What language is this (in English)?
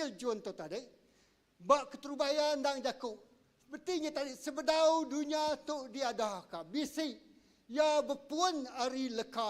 Iban